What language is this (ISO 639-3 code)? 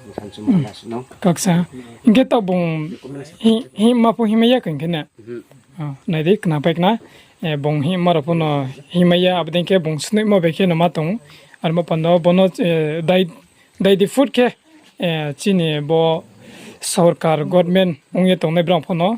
ria